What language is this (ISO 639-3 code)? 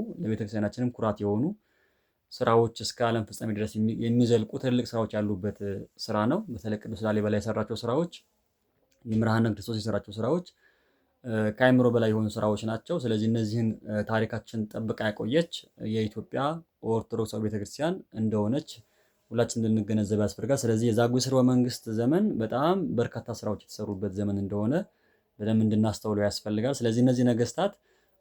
amh